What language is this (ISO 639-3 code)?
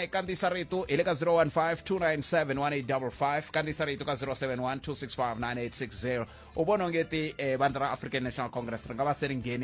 tso